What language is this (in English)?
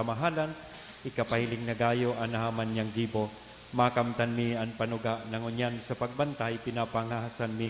Bikol